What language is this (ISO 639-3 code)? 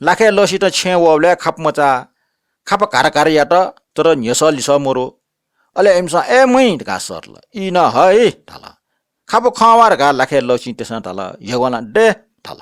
new